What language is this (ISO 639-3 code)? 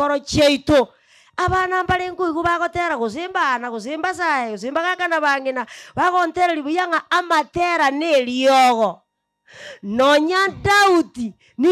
guz